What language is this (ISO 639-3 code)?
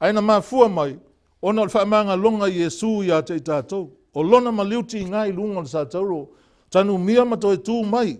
smo